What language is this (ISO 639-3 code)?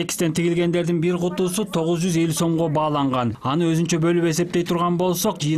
kir